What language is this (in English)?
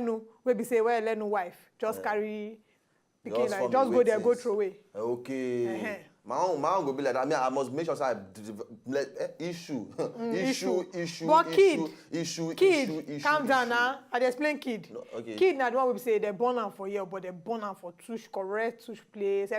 Nigerian Pidgin